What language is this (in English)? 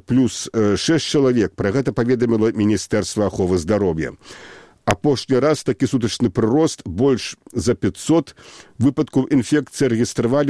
Belarusian